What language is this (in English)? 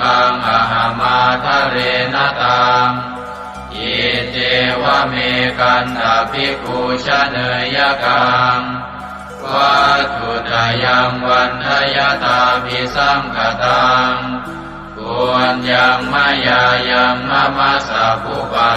Pali